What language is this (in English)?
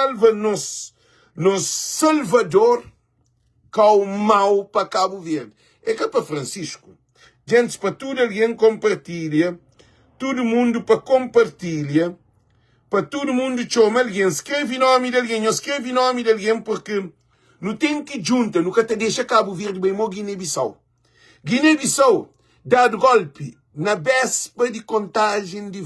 Kabuverdianu